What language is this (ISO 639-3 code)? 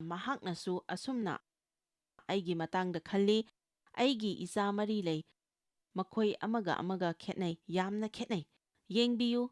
mni